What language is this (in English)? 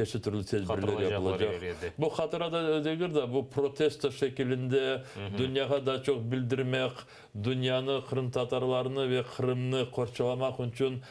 Crimean Tatar